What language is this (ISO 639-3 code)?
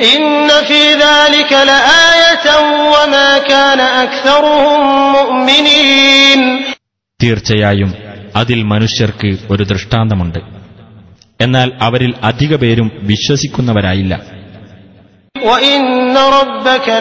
mal